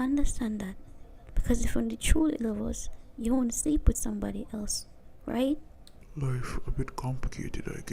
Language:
Jamaican Creole English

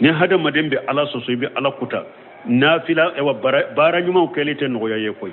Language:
Bambara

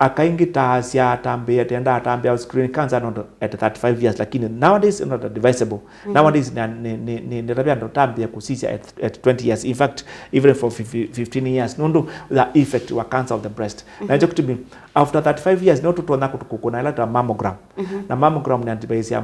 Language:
Kamba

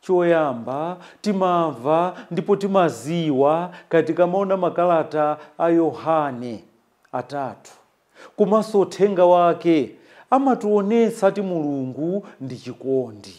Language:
Nyanja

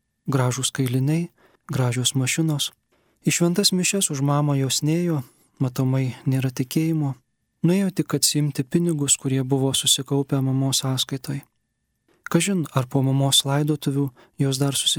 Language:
Lithuanian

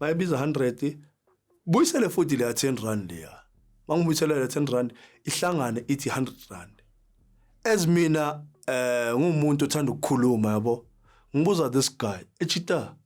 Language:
Zulu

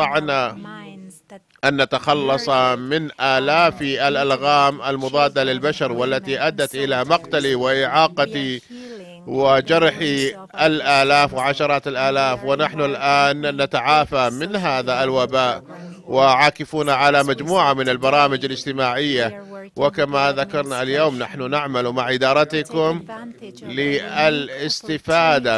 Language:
Arabic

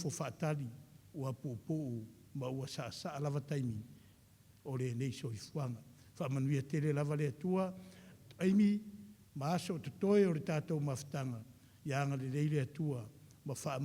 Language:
Samoan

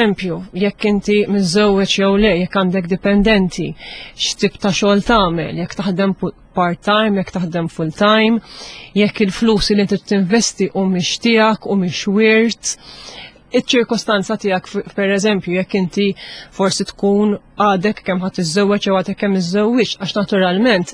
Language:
Maltese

